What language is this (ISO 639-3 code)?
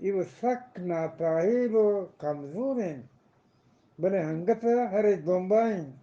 bgp